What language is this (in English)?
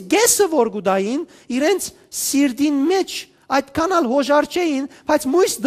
Western Armenian